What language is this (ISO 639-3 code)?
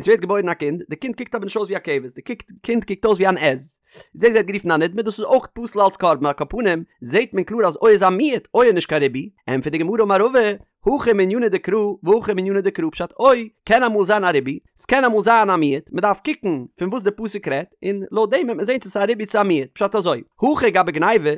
yid